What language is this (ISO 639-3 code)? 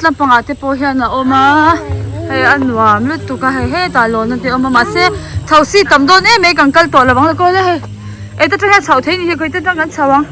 lus